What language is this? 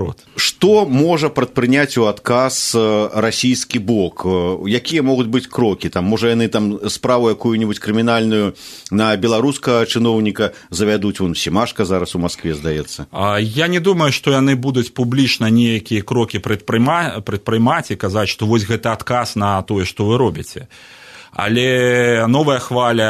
Belarusian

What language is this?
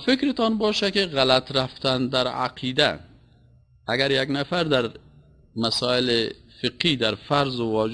Persian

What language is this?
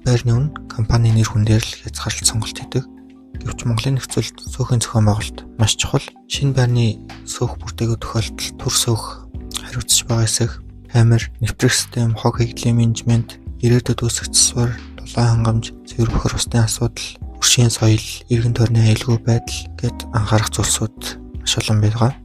Mongolian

